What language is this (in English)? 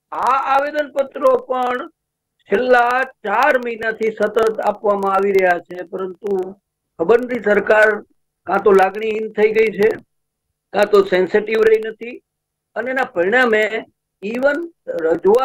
Gujarati